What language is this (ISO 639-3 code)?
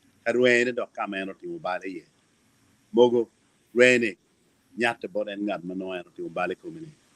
ach